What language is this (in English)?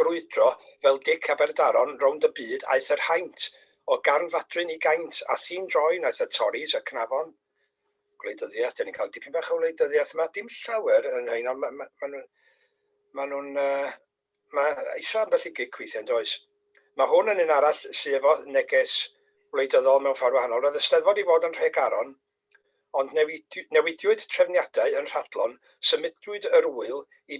Welsh